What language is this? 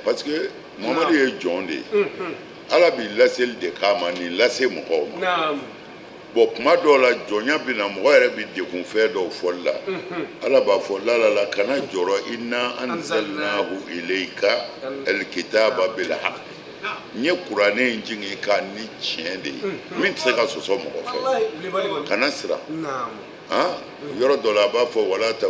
Bambara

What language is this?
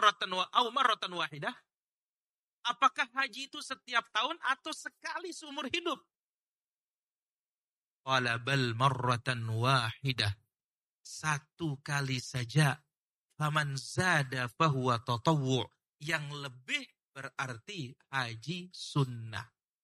Indonesian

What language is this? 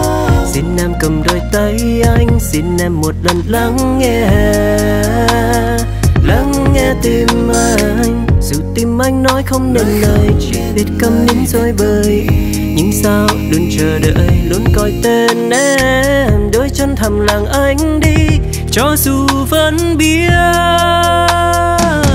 Vietnamese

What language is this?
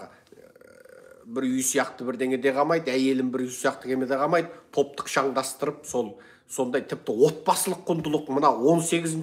Kazakh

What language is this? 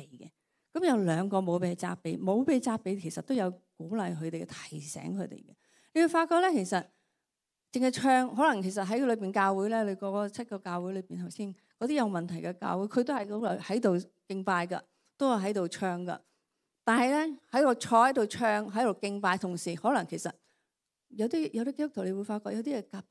Cantonese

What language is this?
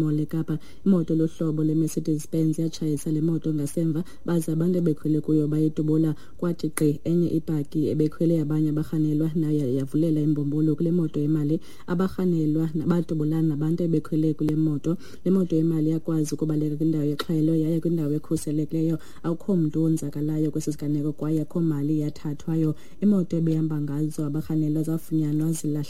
Xhosa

